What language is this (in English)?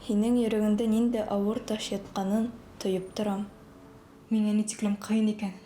Bashkir